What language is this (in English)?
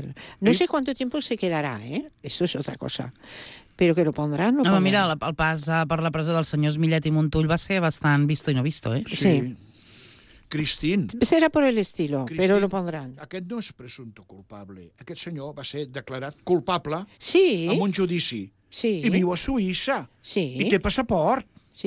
Catalan